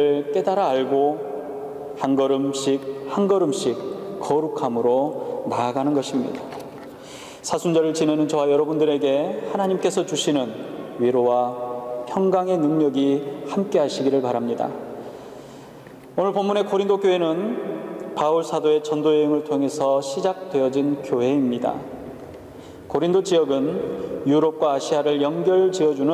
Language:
Korean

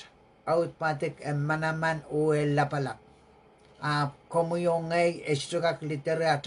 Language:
Pohnpeian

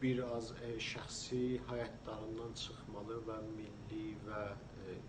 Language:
South Azerbaijani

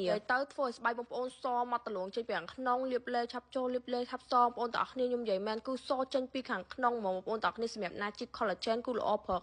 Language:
Khmer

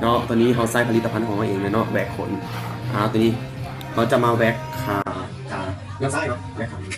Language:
Lao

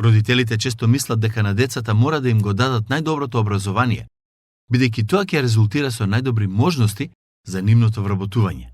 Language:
Macedonian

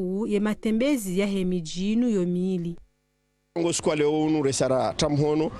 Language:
Ngazidja Comorian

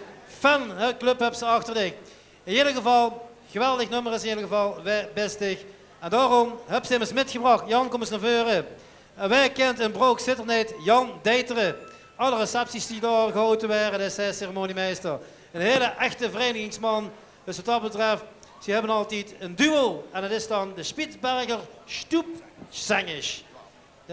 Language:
Limburgish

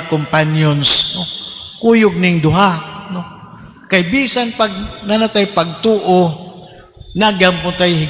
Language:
Cebuano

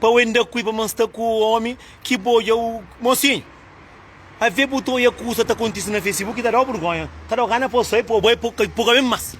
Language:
Kabuverdianu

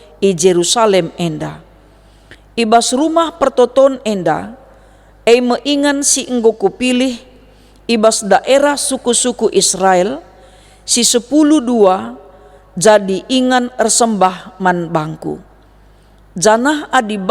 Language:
Batak Karo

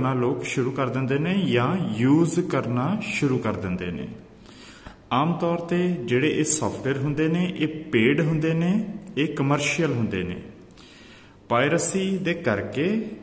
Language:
Punjabi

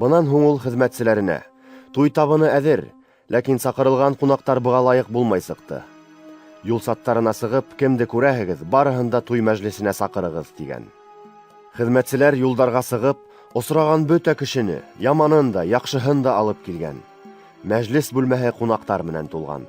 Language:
Bashkir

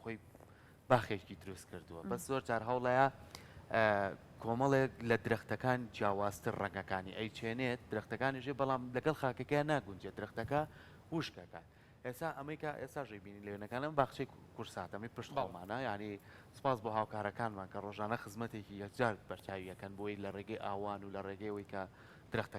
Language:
Central Kurdish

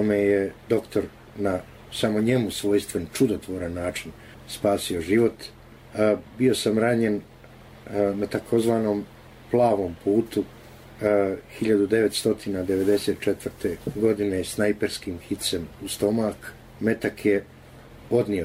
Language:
Bosnian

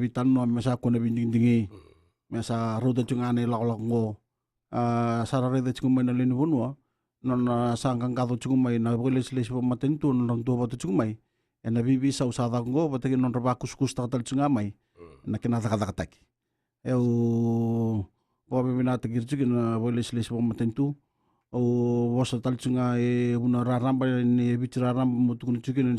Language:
Fijian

